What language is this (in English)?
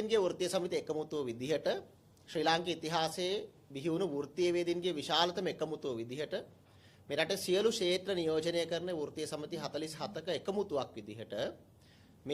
Sinhala